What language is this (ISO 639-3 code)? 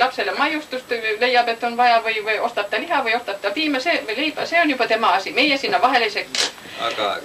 est